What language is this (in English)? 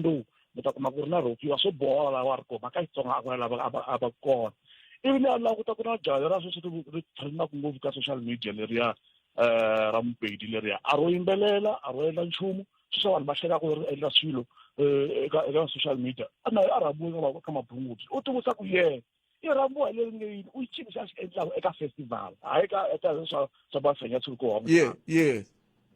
Tsonga